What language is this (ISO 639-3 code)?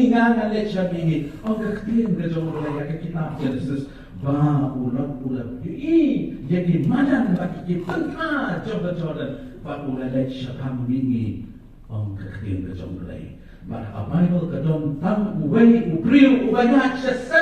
kha